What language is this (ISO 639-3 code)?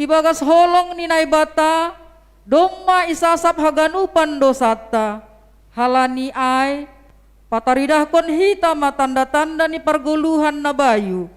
bts